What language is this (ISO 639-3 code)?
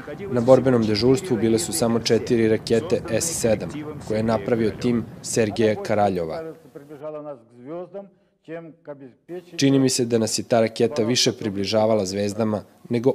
srp